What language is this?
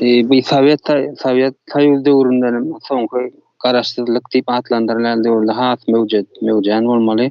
Turkmen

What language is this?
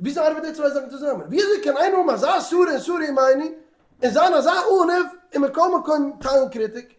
Yiddish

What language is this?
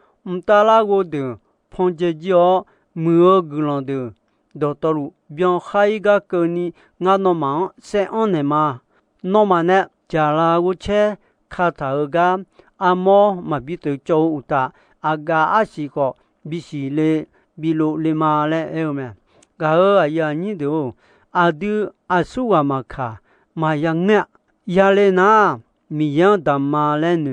Akha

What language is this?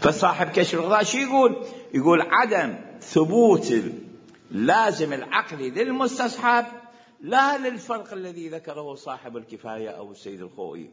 Mesopotamian Arabic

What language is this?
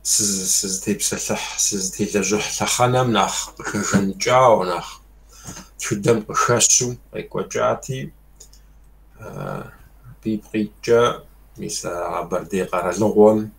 Kabardian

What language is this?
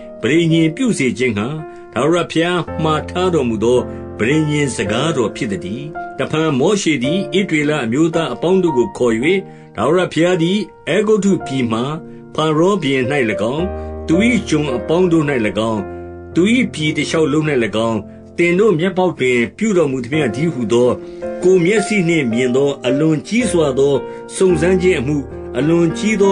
Burmese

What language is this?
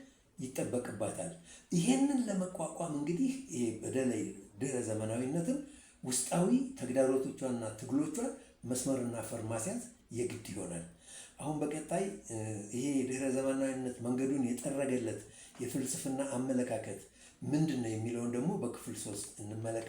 Amharic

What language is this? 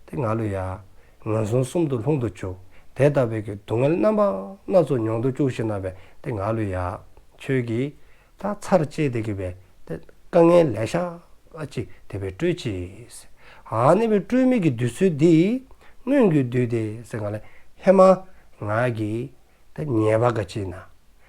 Dzongkha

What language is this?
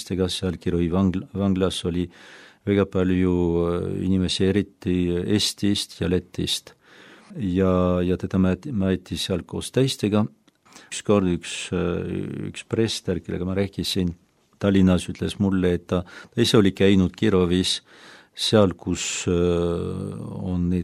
Estonian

